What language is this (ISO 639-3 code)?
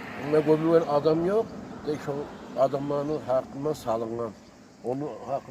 kum